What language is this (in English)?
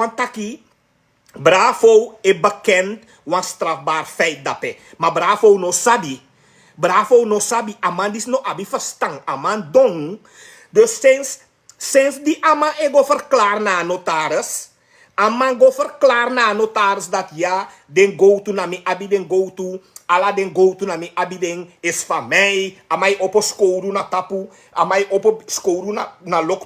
Sranan Tongo